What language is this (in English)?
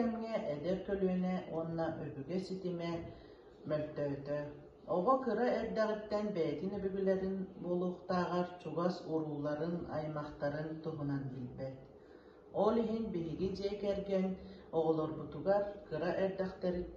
Yakut